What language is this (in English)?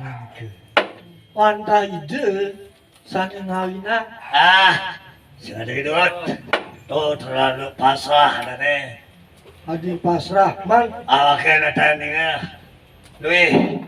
Balinese